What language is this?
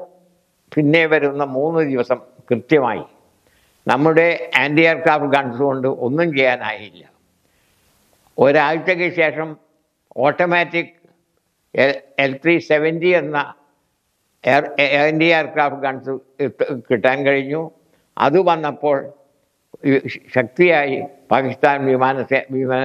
Malayalam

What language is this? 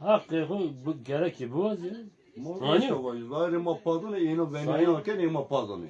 Zaza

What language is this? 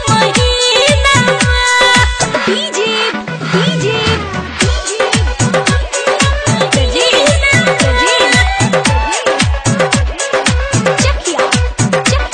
Bhojpuri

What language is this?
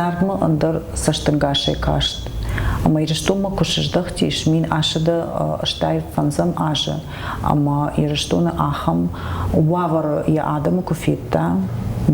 Ossetic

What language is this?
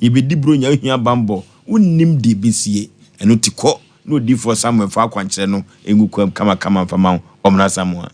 Akan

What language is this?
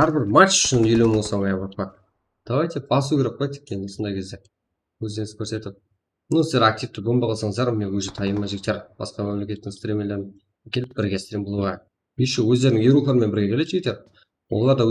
Kara-Kalpak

